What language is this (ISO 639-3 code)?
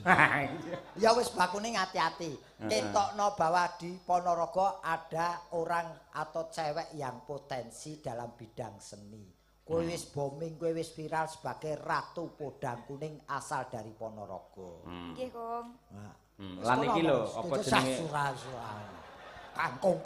jav